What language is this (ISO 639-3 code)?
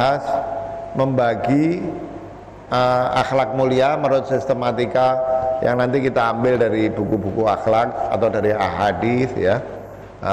ind